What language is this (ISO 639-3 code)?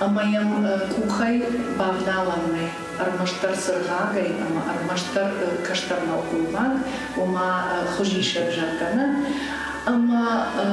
oss